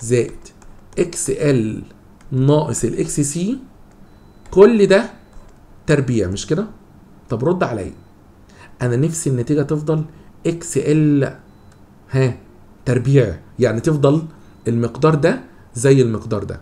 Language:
Egyptian Arabic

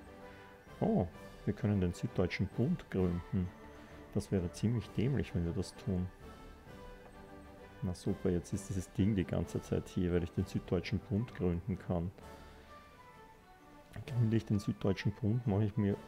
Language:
German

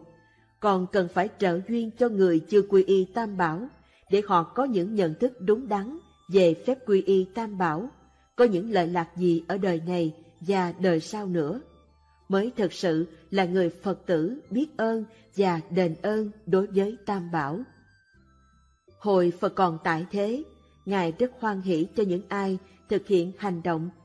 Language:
Vietnamese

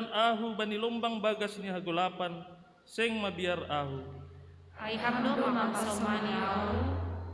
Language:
Batak Simalungun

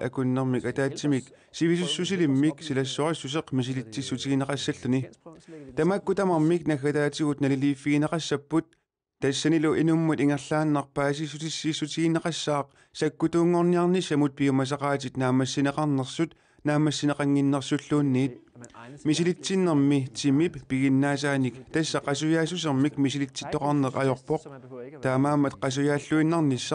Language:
Kalaallisut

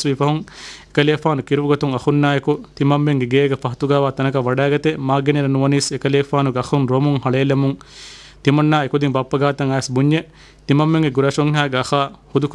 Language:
Divehi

